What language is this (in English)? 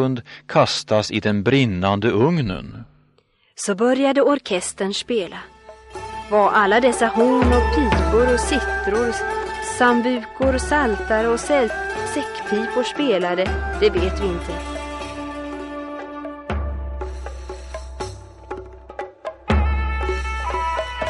Swedish